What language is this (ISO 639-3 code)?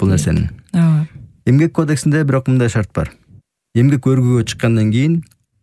kir